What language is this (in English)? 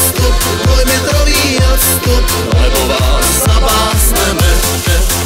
Slovak